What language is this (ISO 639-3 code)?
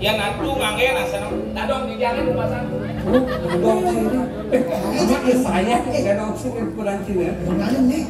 ban